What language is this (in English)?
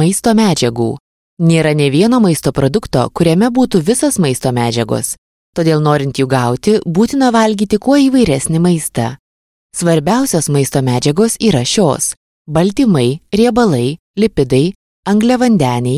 Lithuanian